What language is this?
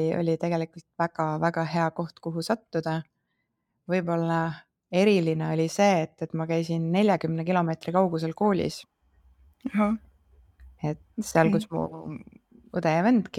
Estonian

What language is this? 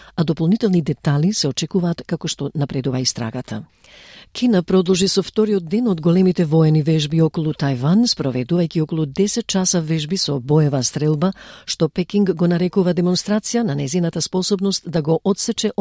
Macedonian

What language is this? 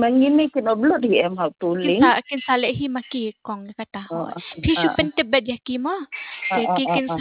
Khasi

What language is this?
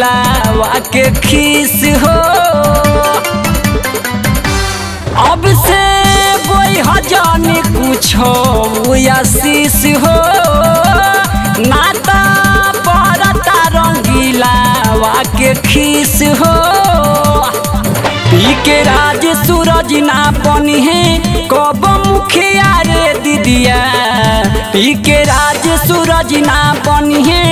Bhojpuri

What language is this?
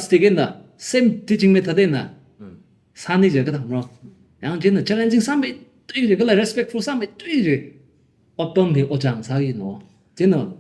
Tangkhul Naga (India)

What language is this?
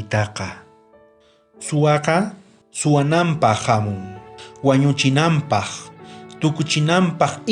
South Bolivian Quechua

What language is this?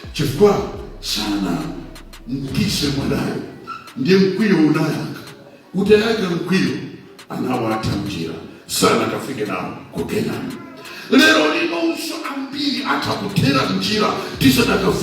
Nyanja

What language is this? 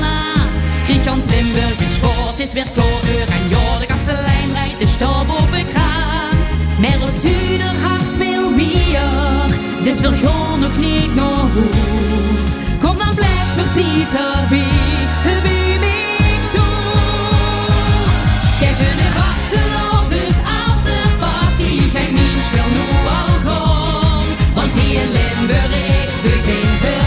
Limburgish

